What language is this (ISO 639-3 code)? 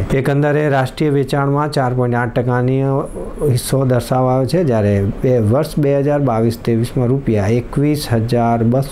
guj